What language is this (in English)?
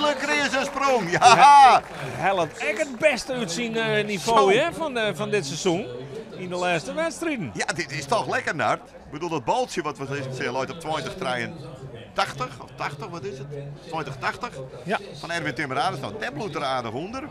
Western Frisian